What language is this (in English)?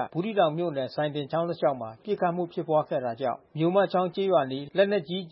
Burmese